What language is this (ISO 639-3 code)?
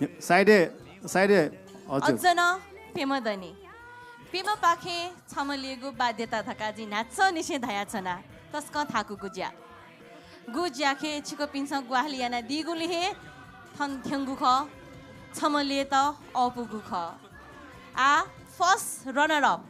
new